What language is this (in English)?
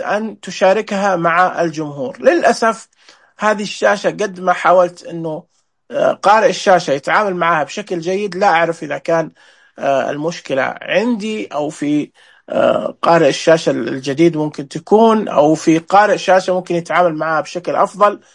Najdi Arabic